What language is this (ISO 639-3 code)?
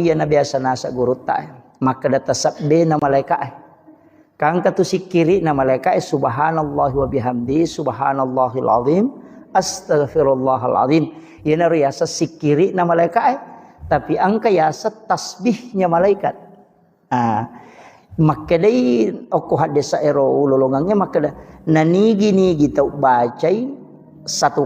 bug